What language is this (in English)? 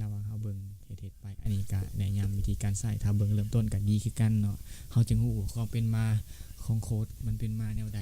Lao